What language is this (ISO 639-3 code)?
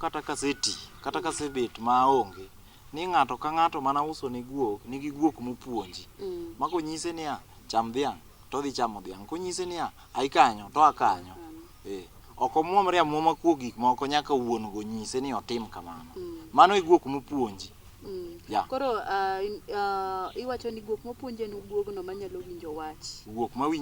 luo